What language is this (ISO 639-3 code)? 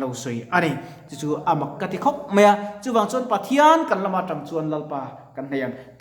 lus